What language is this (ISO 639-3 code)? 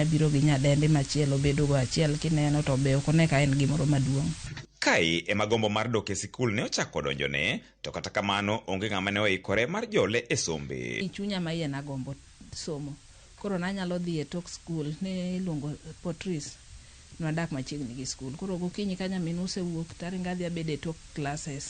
luo